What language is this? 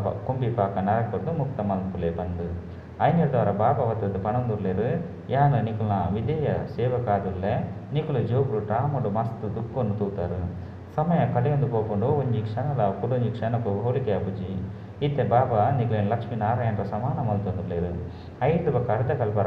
Tulu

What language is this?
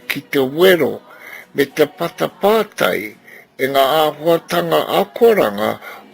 Māori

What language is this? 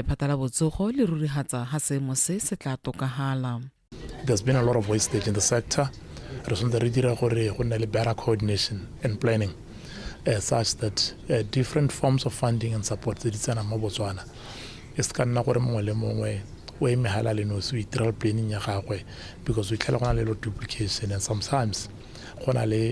Tswana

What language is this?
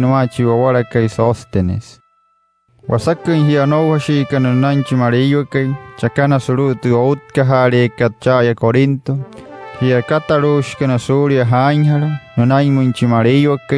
Wayuu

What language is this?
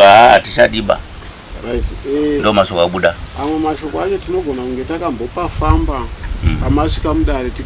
Shona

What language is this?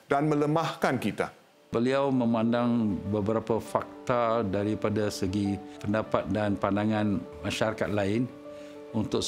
Malay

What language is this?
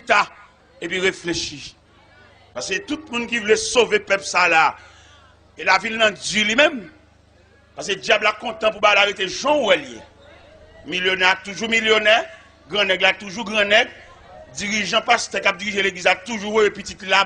Haitian Creole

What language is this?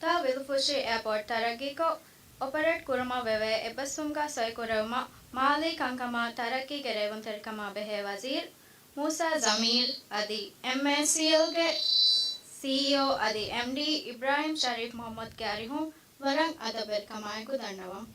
Divehi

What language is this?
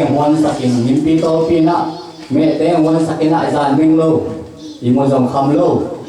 Tedim Chin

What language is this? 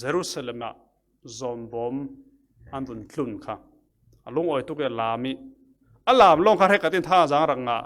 Falam Chin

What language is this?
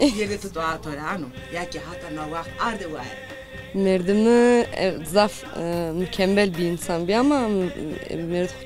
Zaza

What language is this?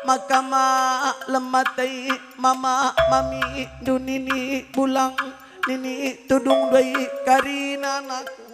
Batak Karo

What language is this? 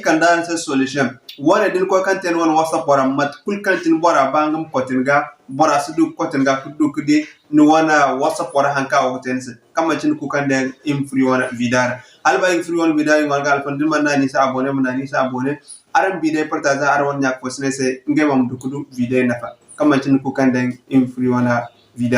Zarma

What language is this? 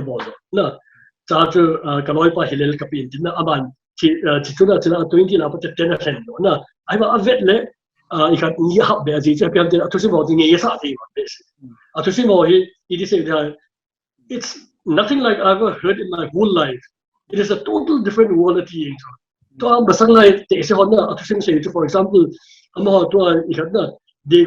Paite Chin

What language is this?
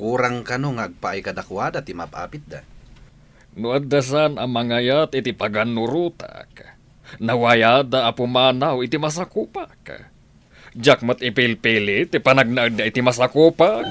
Iloko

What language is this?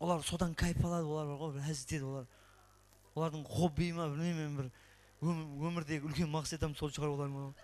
Kara-Kalpak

